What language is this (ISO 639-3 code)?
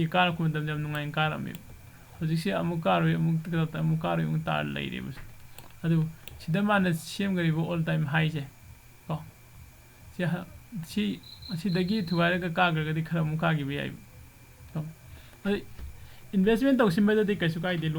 mni